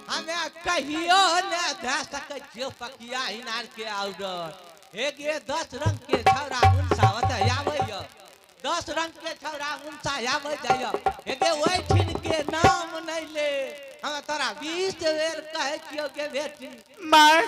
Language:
Angika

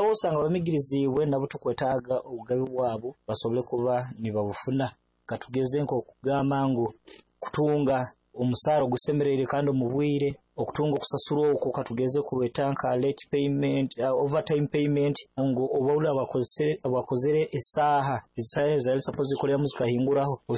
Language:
Nyoro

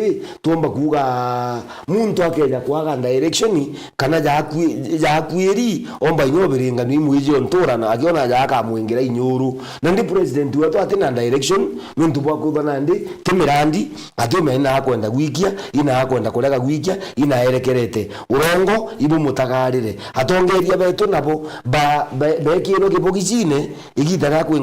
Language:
Meru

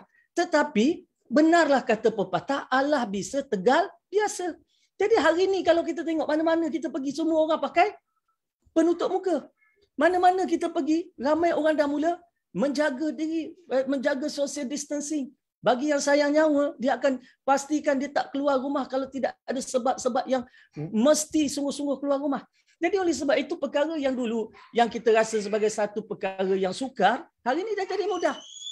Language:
Malay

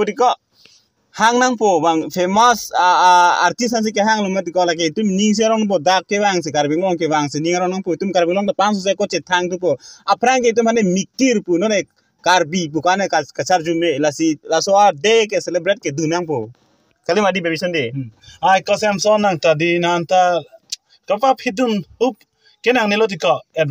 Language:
Karbi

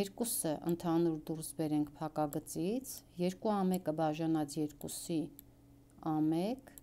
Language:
Armenian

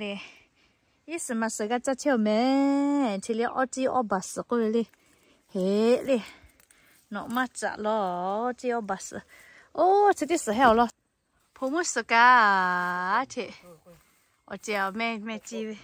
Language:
Lahu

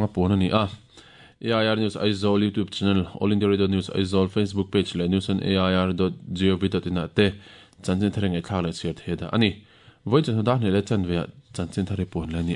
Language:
Mizo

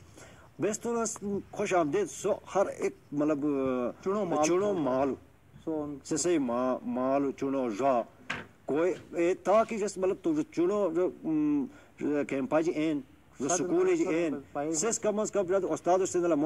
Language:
Shina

